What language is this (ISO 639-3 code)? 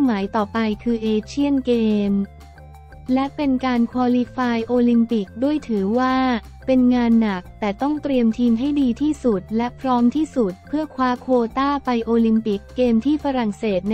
tha